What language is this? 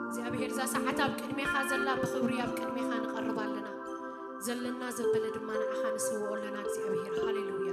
Tigrinya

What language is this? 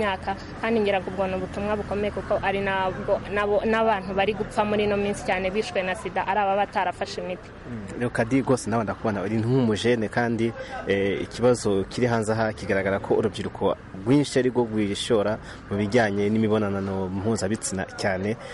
Kinyarwanda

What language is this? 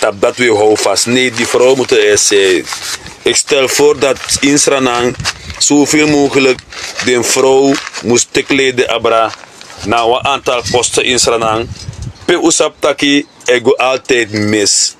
Sranan Tongo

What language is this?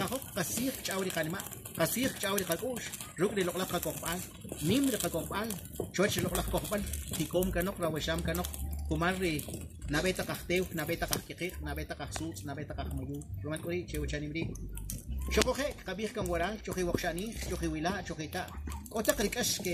Kʼicheʼ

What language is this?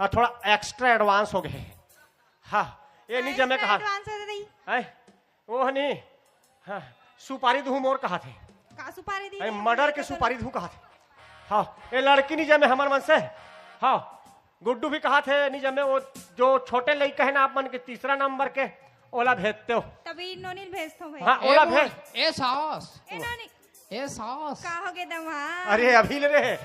Chhattisgarhi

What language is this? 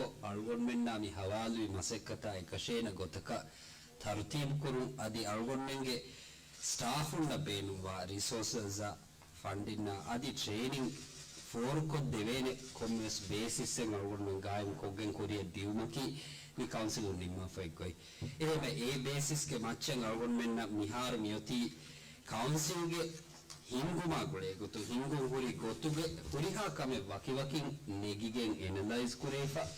Divehi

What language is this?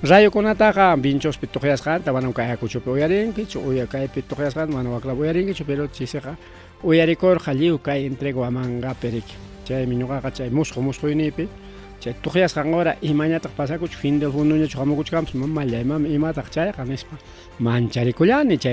Ayacucho Quechua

